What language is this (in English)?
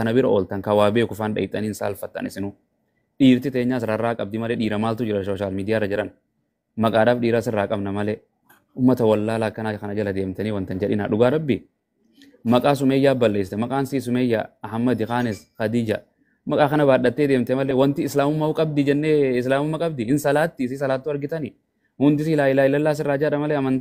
Oromo